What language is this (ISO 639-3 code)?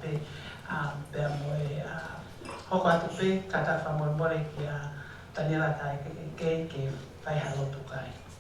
ton